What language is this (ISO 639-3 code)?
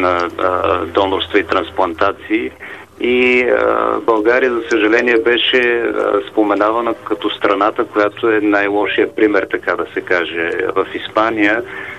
bul